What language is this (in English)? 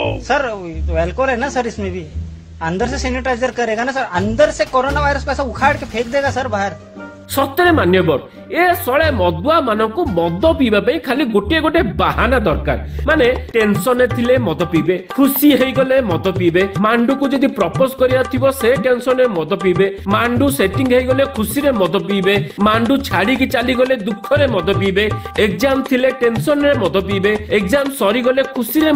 Odia